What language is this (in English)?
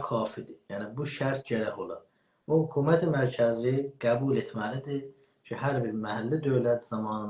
South Azerbaijani